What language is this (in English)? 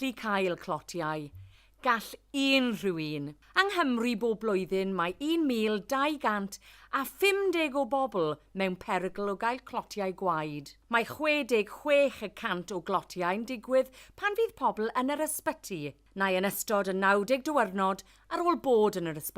Welsh